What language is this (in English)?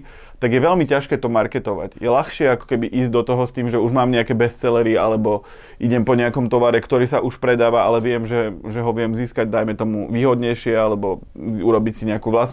Slovak